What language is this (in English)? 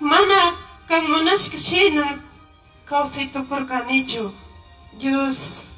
Chimborazo Highland Quichua